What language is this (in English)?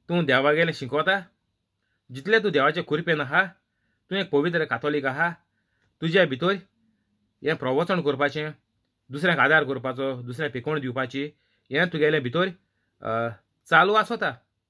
Konkani